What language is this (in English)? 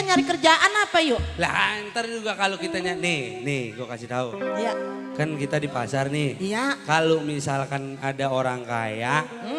Betawi